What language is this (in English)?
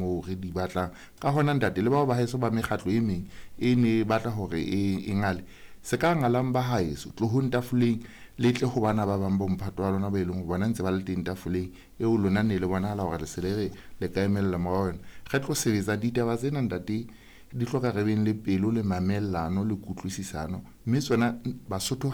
Southern Sotho